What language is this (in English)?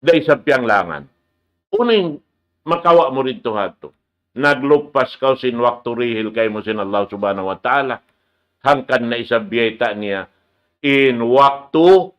Tausug